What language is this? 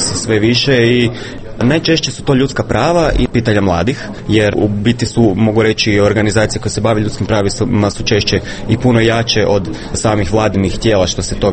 Croatian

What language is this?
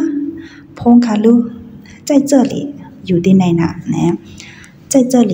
Shan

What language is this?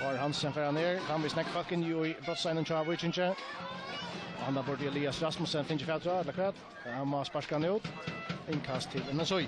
Faroese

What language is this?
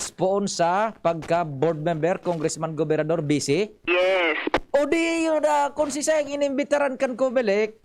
Bikol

